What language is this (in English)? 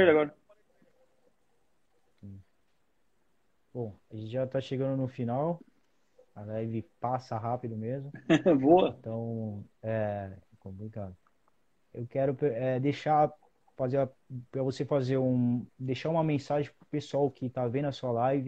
Portuguese